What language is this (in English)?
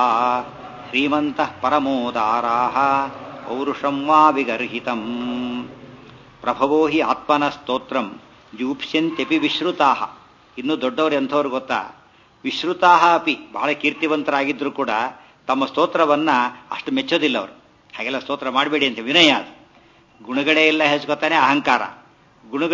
Kannada